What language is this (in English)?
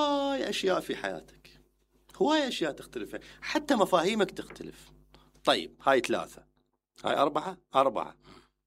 Mesopotamian Arabic